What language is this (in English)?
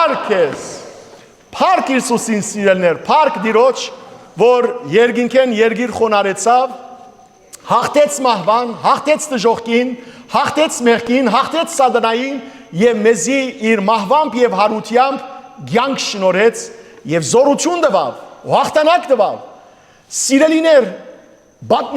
Western Armenian